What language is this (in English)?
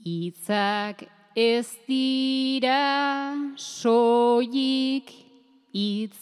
Basque